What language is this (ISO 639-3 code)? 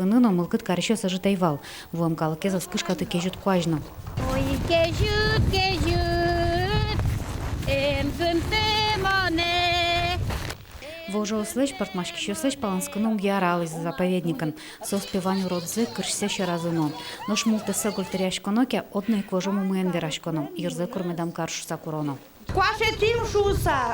udm